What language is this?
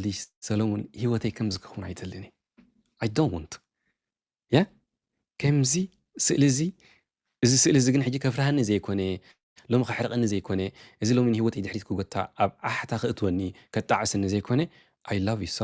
Tigrinya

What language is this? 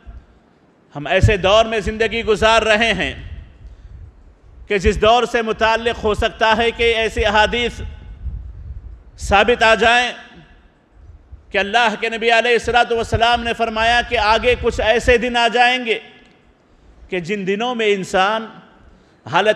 Urdu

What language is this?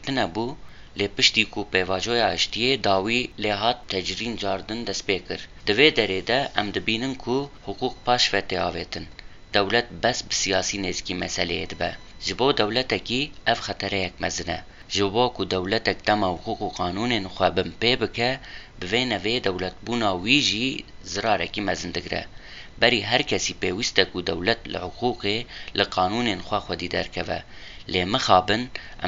Kurdish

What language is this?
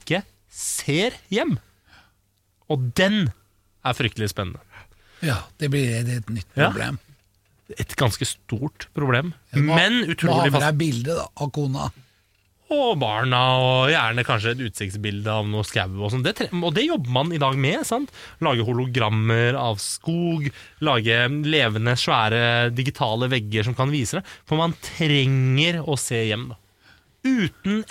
Norwegian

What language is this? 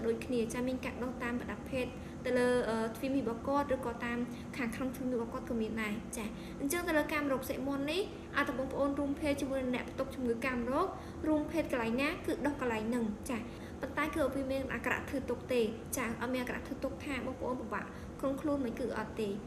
Khmer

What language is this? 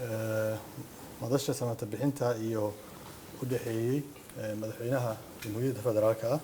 Somali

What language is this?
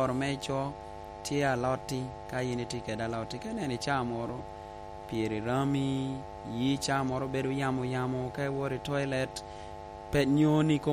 Lango (Uganda)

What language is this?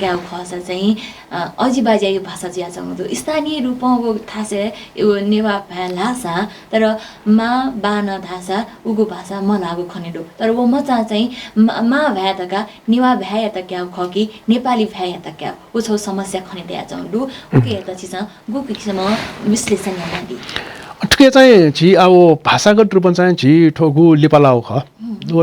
Newari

